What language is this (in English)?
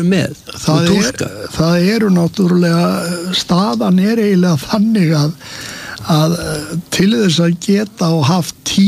Icelandic